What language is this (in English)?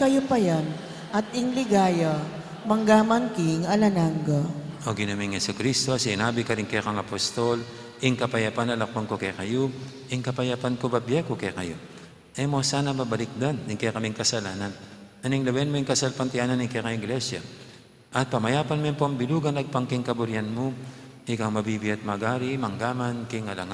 Pampanga